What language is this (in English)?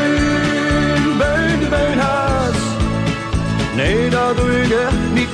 Dutch